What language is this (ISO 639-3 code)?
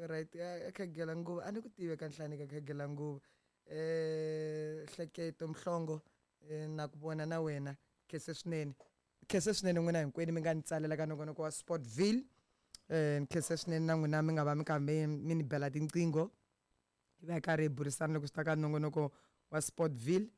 tso